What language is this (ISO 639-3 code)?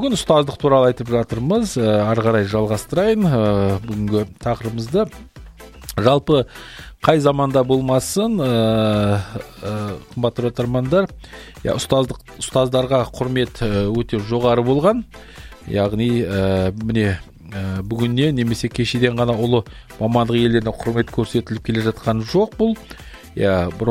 kaz